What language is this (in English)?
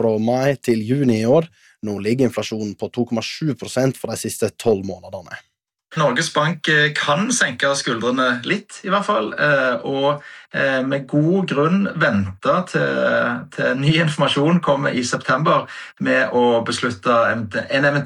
Norwegian